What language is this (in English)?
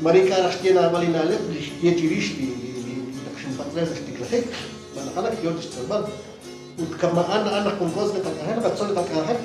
Kekchí